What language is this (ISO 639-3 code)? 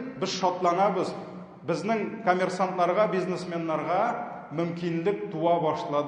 tat